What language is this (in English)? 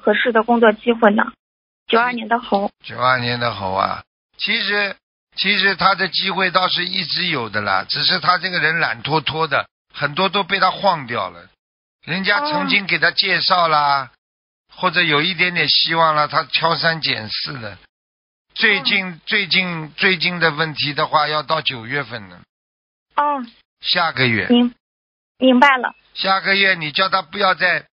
Chinese